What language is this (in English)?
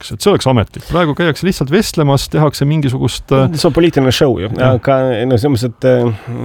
Estonian